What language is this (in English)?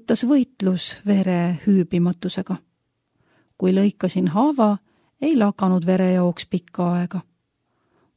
Estonian